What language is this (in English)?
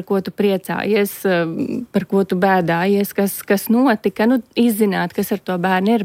Latvian